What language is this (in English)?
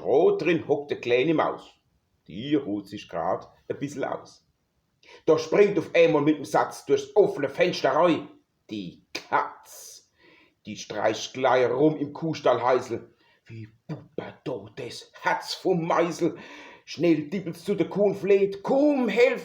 Palatine German